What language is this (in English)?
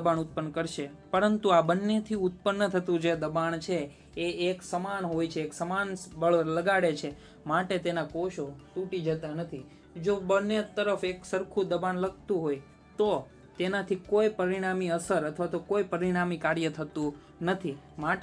Gujarati